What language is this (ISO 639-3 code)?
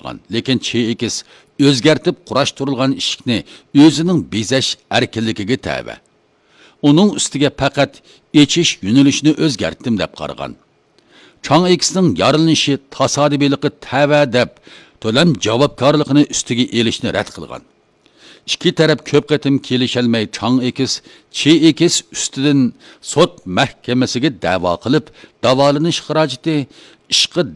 uig